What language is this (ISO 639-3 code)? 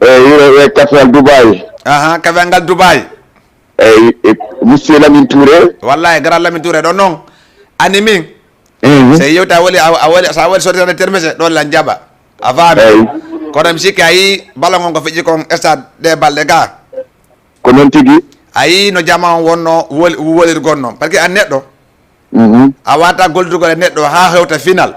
ful